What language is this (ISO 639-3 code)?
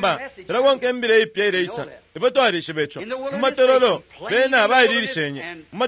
bem